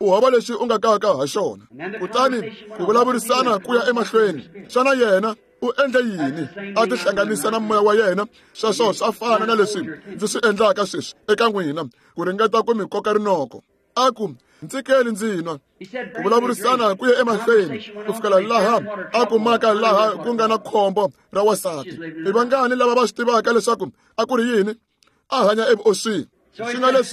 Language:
Tsonga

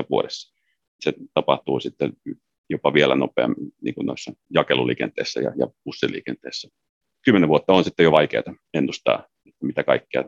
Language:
Finnish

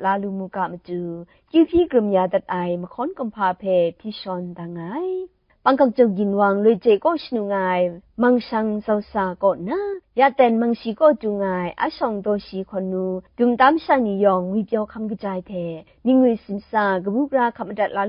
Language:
Kachin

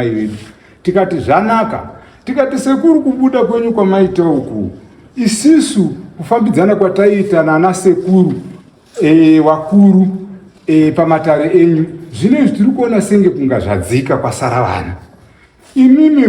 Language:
Shona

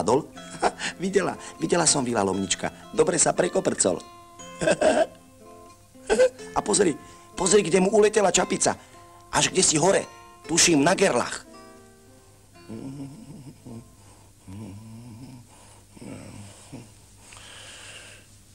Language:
Slovak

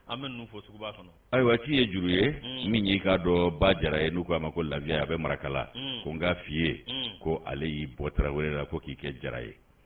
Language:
Bambara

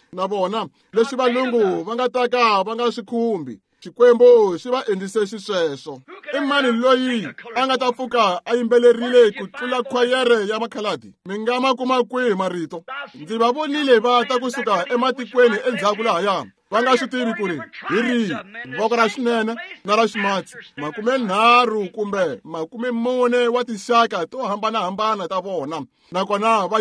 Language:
Tsonga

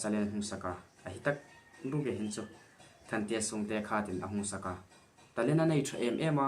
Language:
Hmar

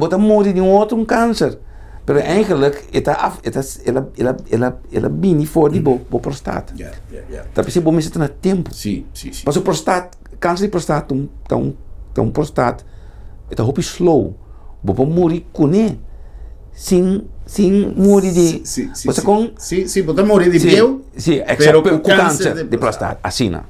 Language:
Papiamento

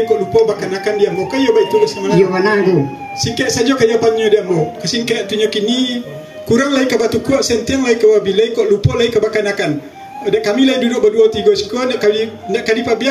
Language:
Minangkabau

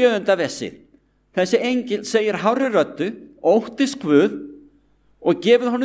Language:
Icelandic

